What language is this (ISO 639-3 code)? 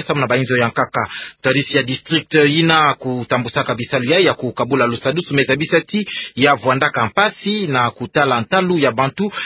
ktu